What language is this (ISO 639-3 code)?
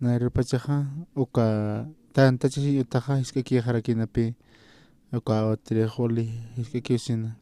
aym